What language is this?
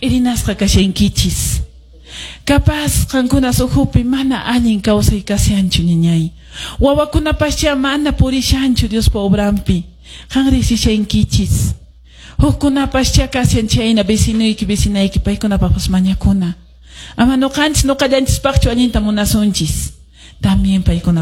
Quechua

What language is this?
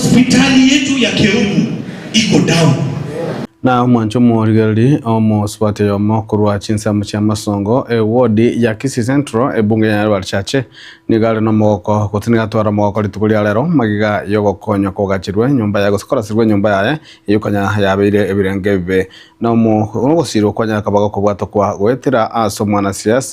Gusii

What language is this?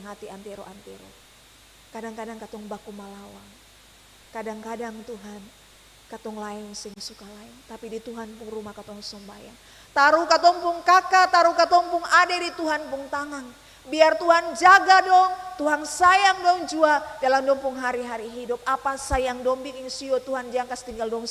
Ambonese Malay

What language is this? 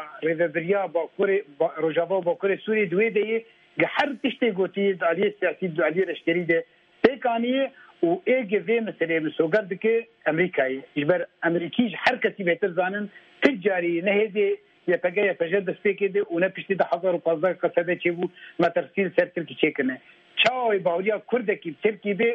Kurdish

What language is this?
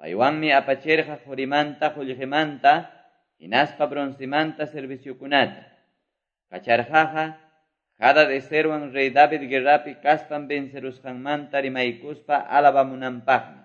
Quechua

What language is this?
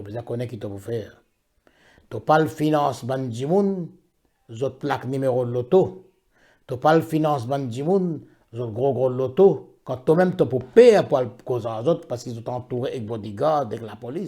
Morisyen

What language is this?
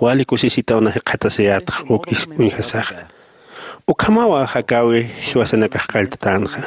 Aymara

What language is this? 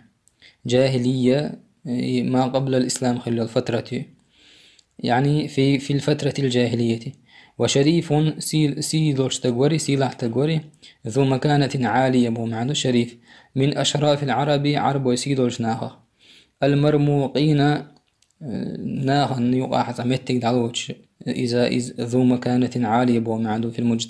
Chechen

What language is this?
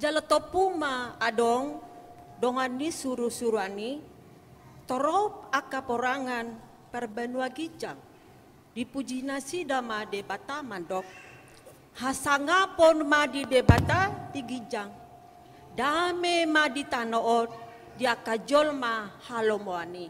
Batak Toba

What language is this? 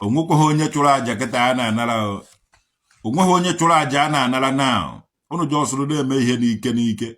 Igbo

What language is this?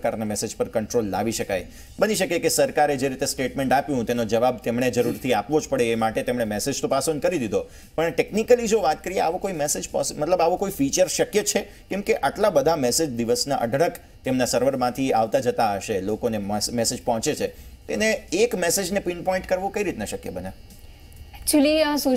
Gujarati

